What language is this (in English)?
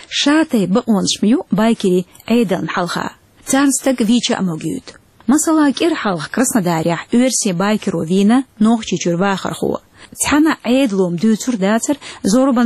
Chechen